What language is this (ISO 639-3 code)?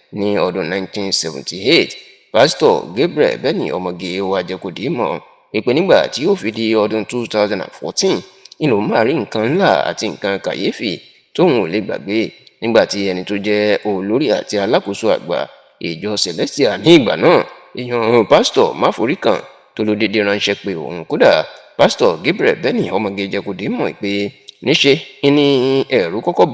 yor